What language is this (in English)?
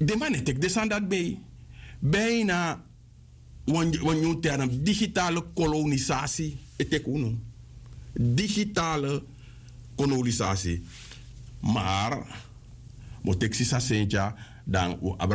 Sranan Tongo